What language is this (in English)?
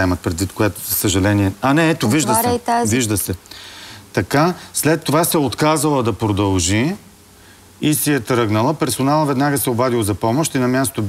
Bulgarian